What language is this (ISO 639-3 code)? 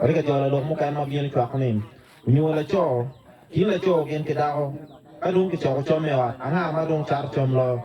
ach